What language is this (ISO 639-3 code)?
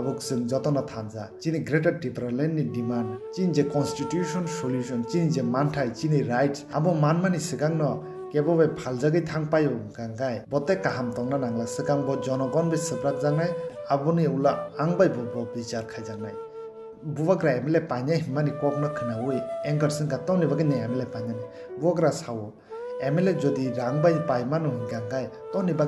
trp